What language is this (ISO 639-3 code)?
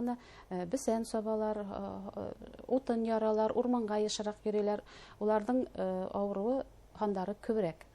bak